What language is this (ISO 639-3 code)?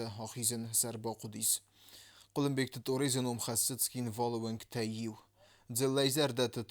oss